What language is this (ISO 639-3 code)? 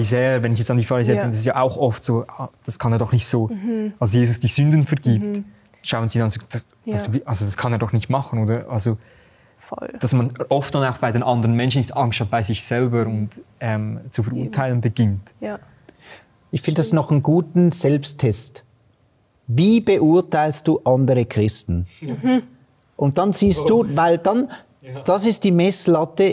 gsw